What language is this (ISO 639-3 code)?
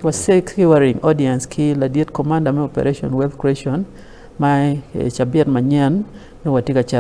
ach